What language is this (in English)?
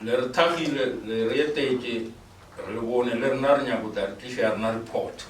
Northern Sotho